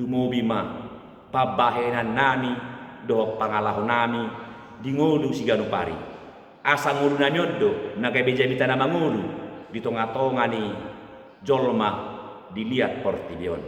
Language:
Batak Toba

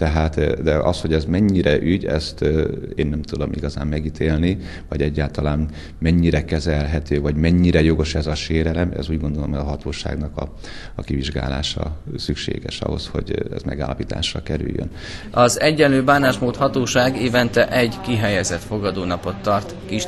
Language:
Hungarian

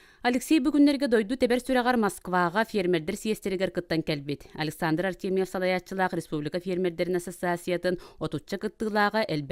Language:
Yakut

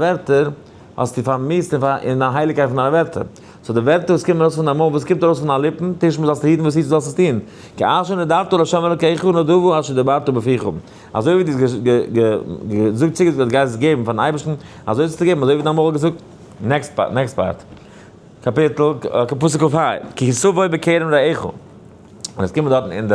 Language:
Yiddish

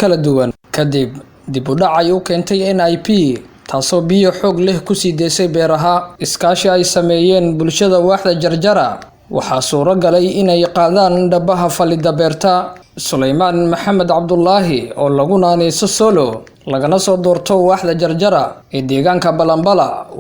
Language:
Somali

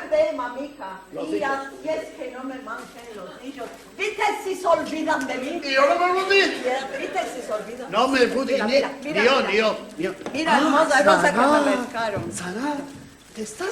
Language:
Ladino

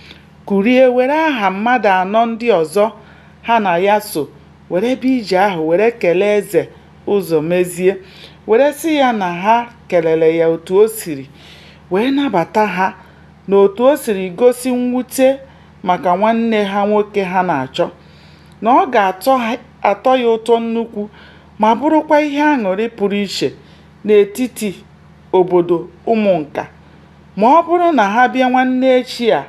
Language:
Igbo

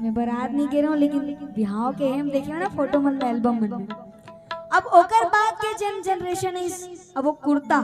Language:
Chhattisgarhi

